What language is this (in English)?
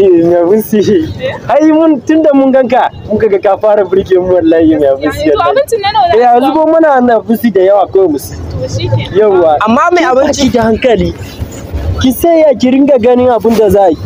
Hausa